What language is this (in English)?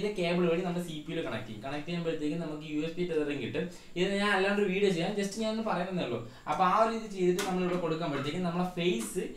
Malayalam